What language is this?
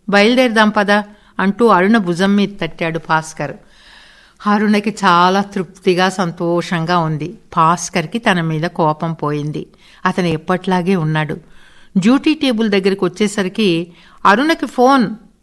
Telugu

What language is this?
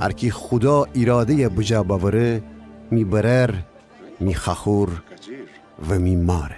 Gilaki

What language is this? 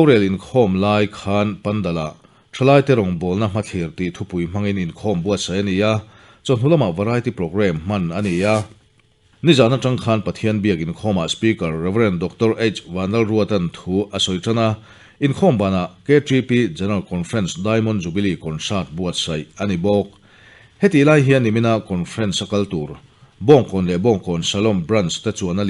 Mizo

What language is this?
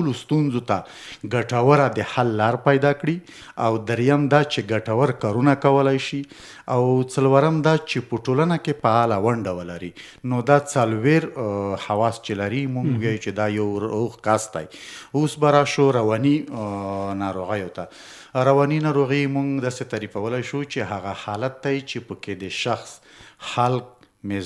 Pashto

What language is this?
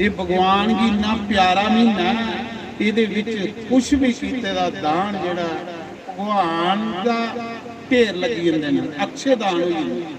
Dogri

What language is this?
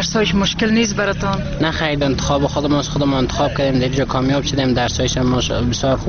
Persian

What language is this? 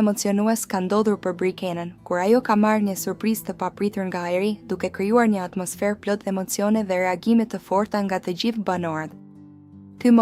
Albanian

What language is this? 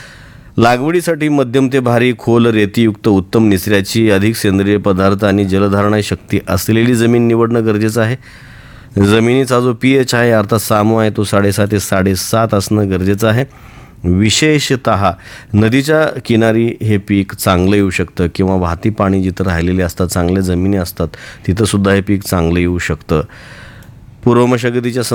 Marathi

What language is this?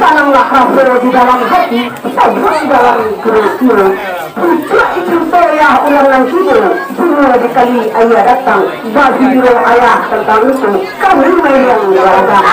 Minangkabau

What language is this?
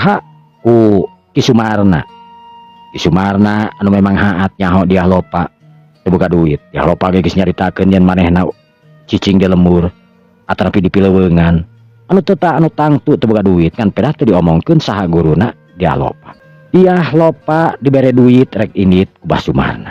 Sundanese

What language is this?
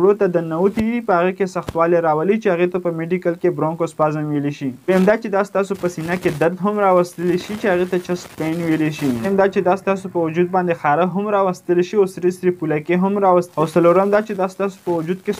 Pashto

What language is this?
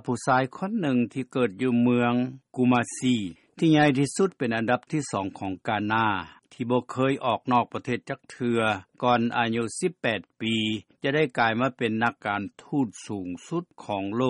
Lao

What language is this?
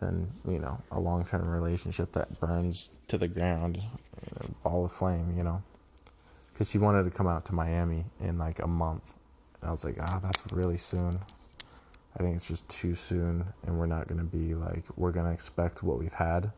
English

